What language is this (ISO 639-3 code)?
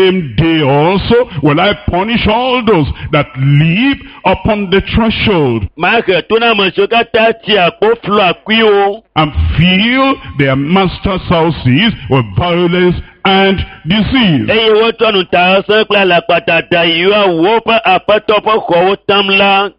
ewe